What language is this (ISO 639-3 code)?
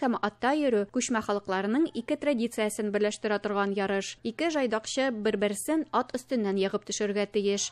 tat